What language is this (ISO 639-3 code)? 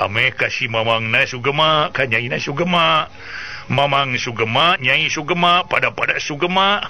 sun